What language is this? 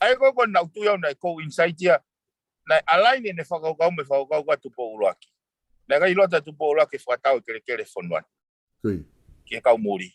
Tongan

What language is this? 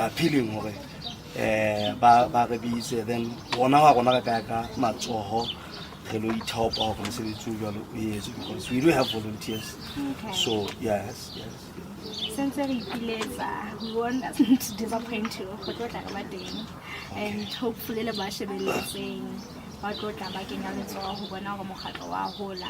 Southern Sotho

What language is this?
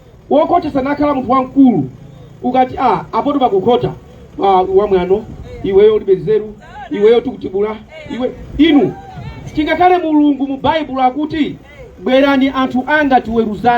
Nyanja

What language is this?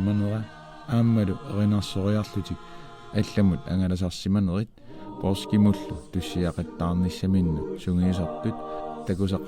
Kalaallisut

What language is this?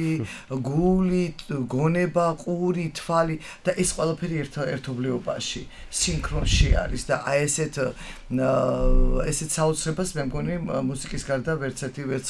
Georgian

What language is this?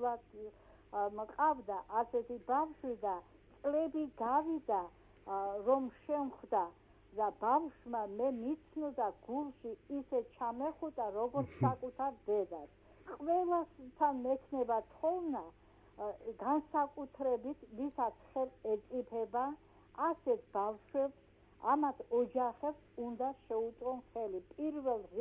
Georgian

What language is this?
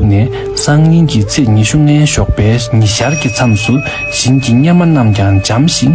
Tibetan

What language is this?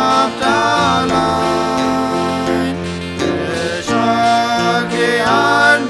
Plautdietsch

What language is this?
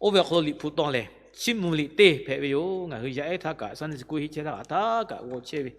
Lahu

